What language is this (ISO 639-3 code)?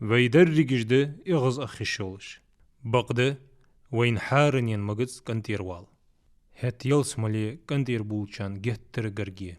inh